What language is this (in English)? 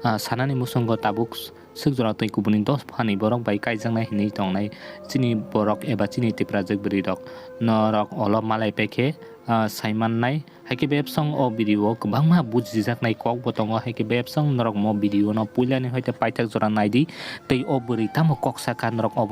Kok Borok